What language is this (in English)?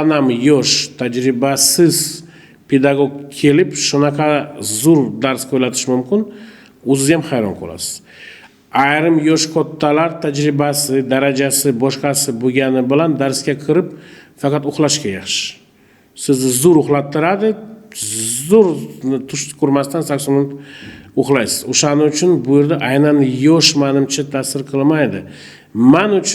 Uzbek